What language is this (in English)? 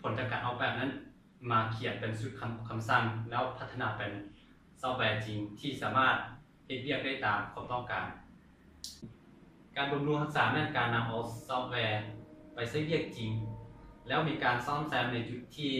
Lao